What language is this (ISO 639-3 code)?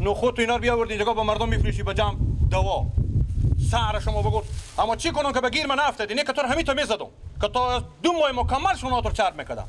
fas